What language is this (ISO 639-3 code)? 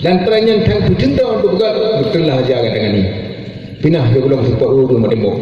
ace